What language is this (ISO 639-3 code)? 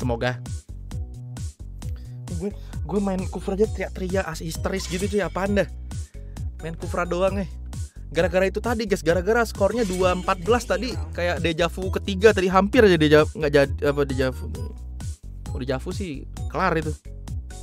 ind